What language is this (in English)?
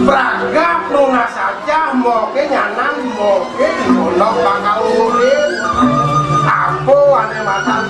Balinese